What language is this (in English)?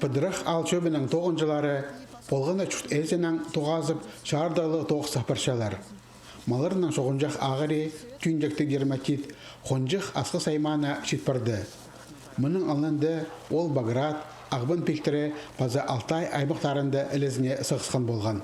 Khakas